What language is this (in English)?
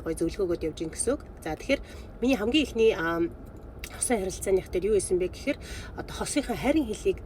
Mongolian